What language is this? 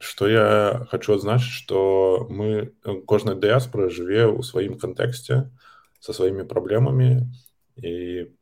Belarusian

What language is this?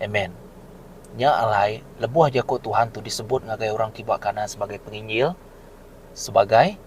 Iban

